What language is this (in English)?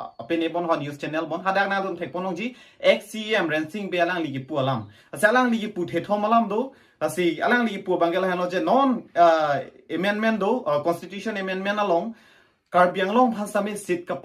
Karbi